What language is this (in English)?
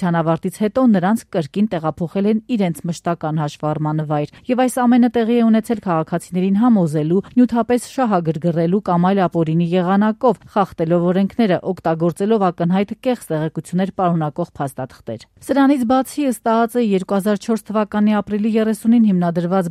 Armenian